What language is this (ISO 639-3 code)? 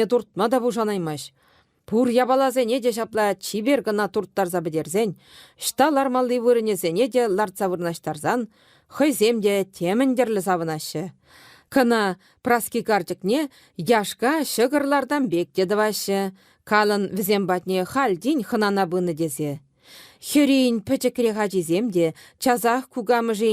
chv